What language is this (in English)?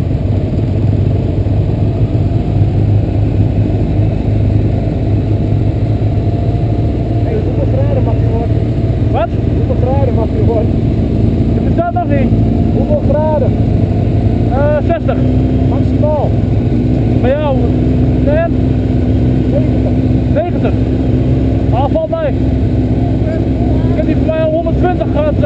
Dutch